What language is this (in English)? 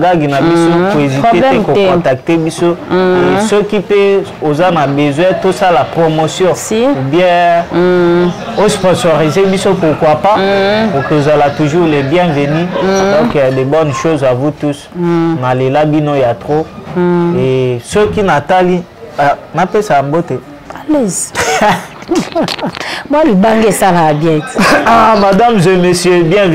Lingala